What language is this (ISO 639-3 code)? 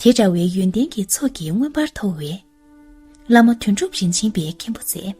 bod